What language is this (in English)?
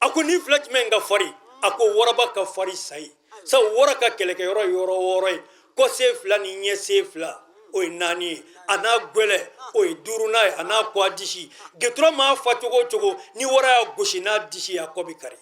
Bambara